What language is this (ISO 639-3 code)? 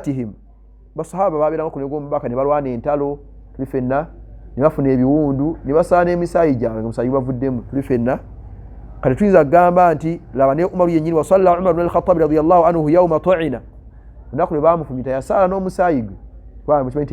lug